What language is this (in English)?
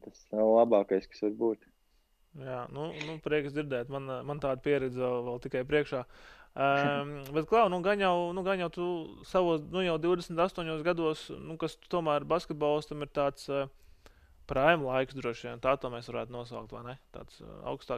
Latvian